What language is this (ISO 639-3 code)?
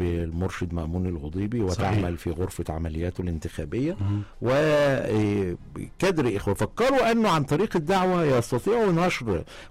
ara